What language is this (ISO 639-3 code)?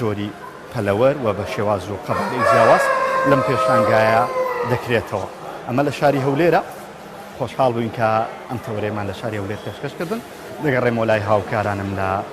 ckb